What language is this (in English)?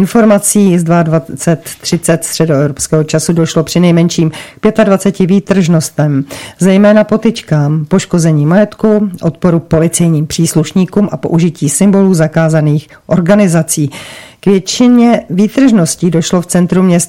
Czech